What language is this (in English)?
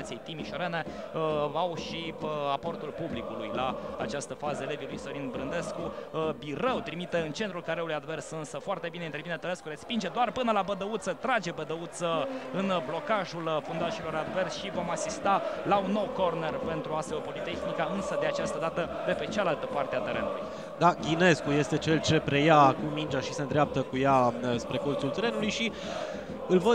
Romanian